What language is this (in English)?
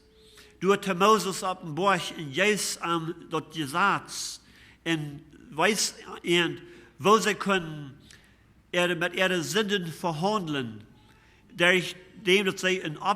Plautdietsch